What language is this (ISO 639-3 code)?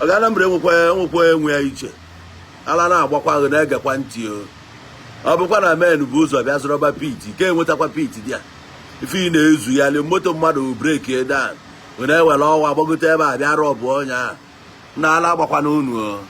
ibo